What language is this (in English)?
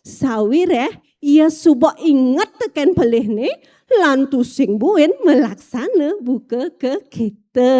Balinese